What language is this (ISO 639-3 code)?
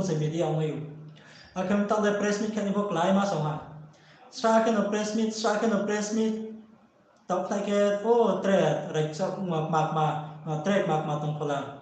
ria